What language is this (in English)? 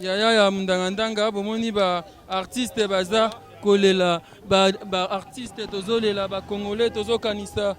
Lingala